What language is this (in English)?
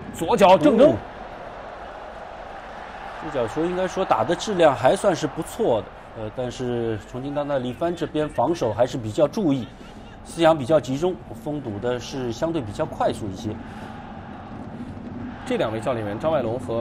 Chinese